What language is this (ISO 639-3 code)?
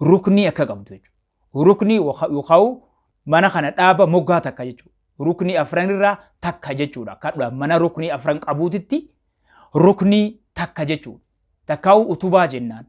orm